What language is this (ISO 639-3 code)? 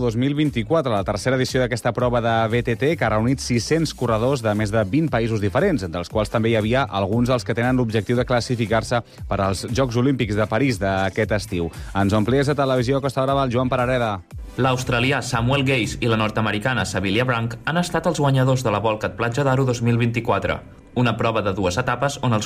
cat